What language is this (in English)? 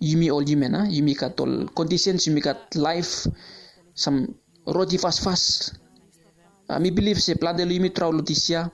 Bislama